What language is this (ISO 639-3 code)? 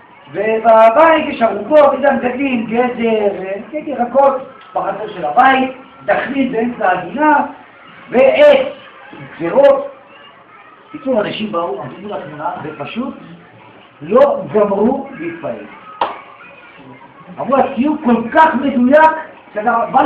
heb